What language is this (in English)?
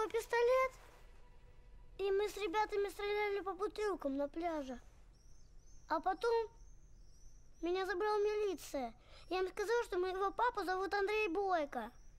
Russian